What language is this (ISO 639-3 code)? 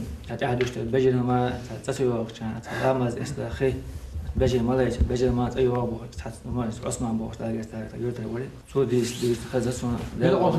che